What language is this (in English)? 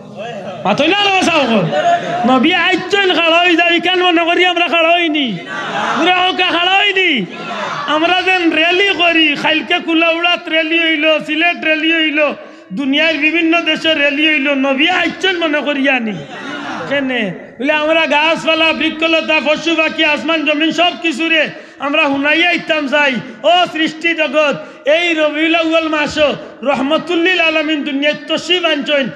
Sylheti